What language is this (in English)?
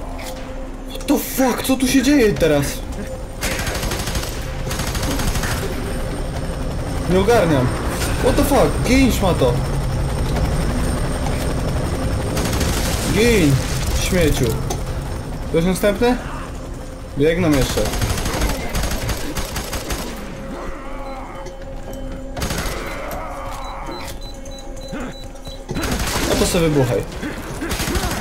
Polish